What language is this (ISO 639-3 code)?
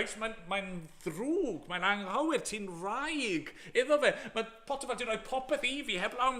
cym